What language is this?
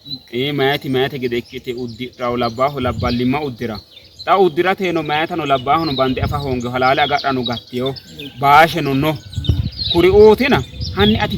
Sidamo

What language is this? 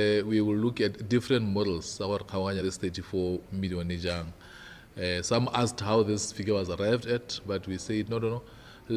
Tswana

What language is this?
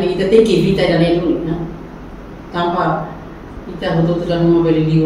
Tetum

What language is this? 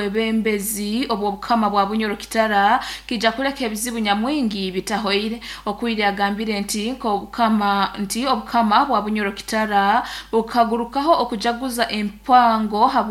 Nyoro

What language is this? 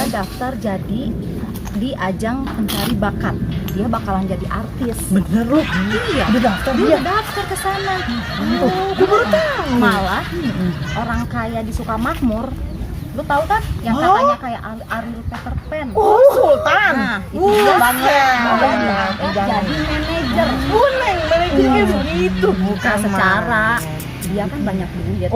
Betawi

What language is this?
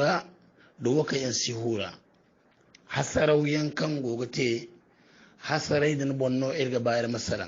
Hausa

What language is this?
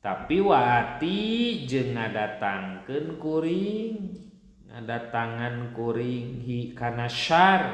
Sundanese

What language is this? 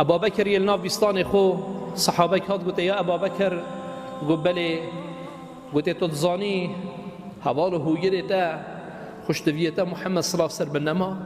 Kurdish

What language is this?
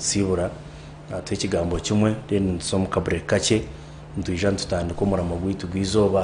Nyankole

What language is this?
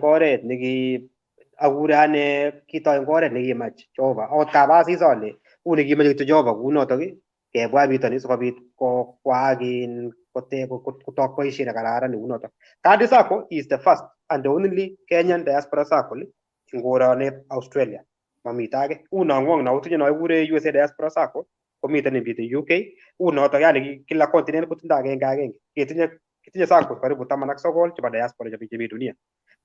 Kalenjin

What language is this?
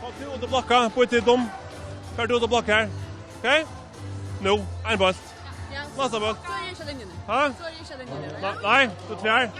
Faroese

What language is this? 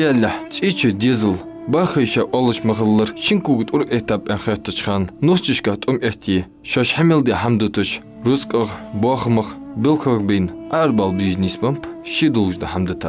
Ingush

